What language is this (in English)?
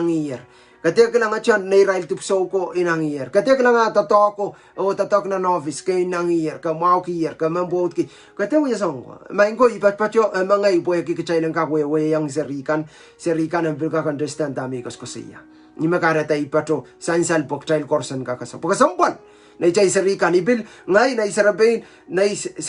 Pohnpeian